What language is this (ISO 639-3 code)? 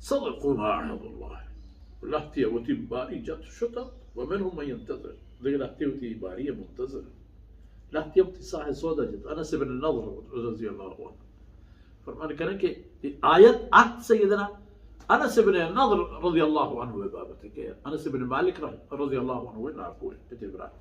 bal